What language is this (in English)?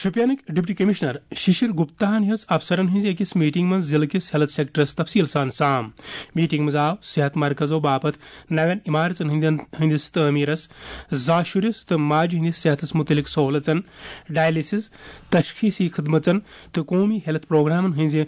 Kashmiri